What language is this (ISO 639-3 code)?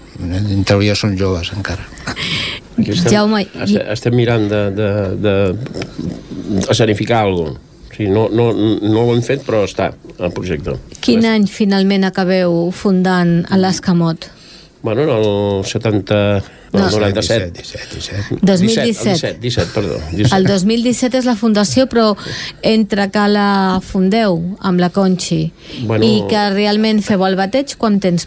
cat